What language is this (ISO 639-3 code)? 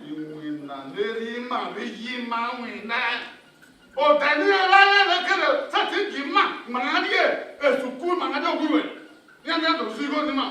bin